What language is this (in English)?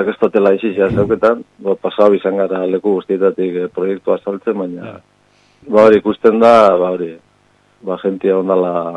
Basque